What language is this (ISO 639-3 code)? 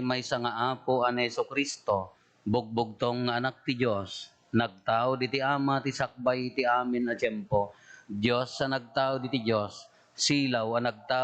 ilo